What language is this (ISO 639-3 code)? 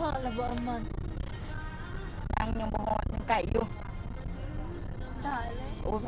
lao